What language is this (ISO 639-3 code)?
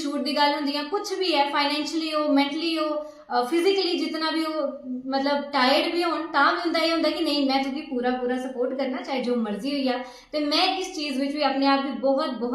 doi